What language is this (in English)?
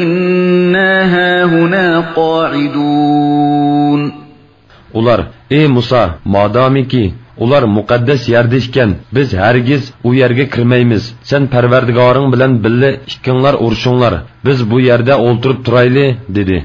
Uyghur